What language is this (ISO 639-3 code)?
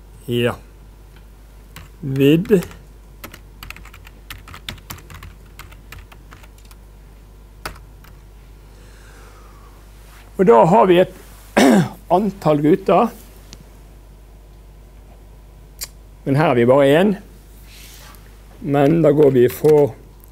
nor